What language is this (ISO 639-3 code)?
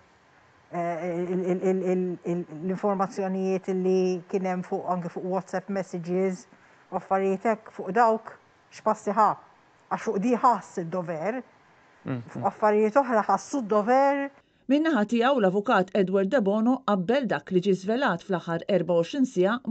mlt